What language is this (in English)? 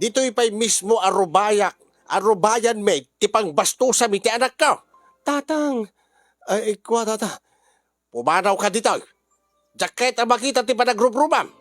Iloko